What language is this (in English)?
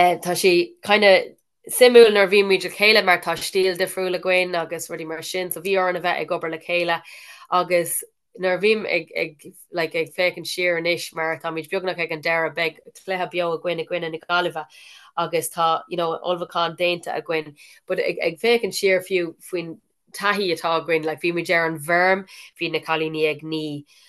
Irish